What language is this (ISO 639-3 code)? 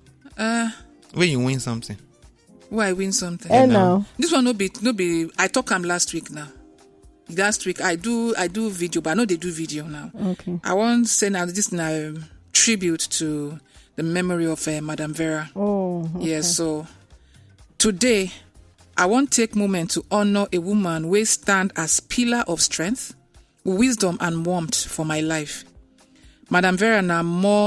pcm